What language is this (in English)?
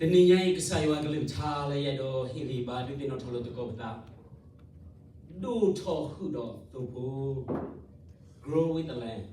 S'gaw Karen